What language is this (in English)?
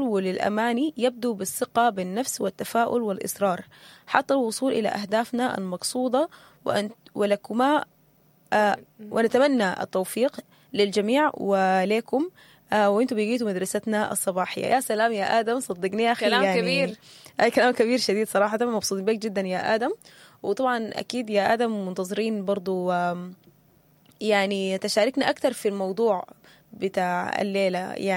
Sudanese Arabic